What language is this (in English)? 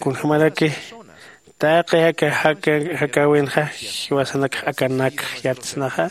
Aymara